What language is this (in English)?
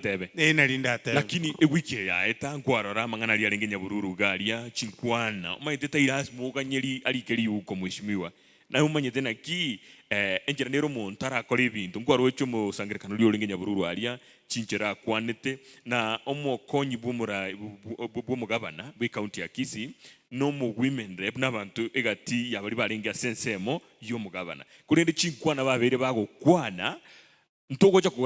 Gusii